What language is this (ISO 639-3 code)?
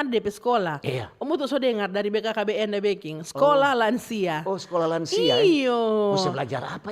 xmm